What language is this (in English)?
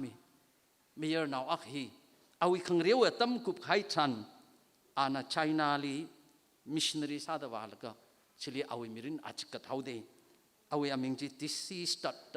Tangkhul Naga (India)